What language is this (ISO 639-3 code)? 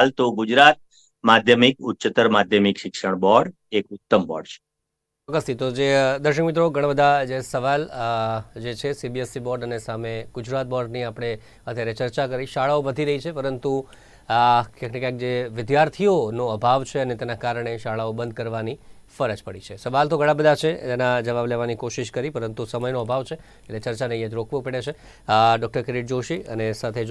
guj